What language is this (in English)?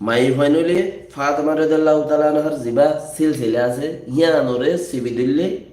Rohingya